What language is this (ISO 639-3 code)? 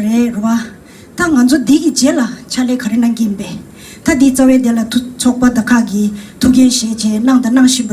bod